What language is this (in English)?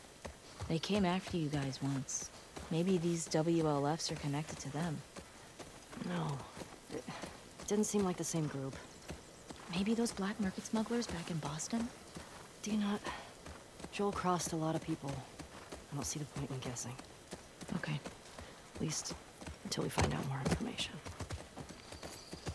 English